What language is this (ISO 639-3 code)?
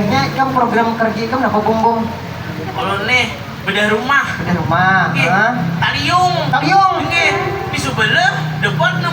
bjn